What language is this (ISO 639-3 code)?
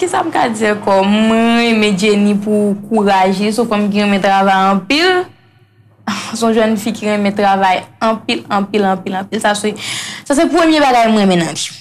hat